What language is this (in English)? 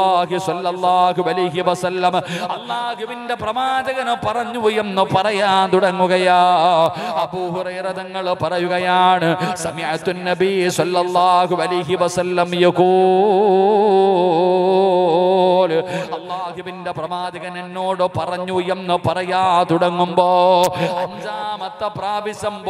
Malayalam